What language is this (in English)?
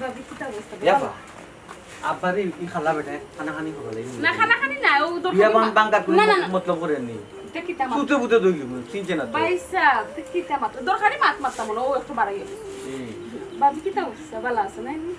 Sylheti